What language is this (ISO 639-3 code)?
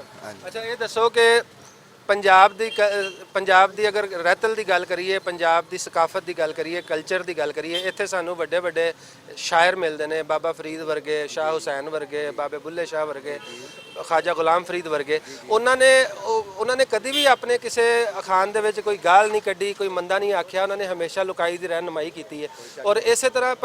lah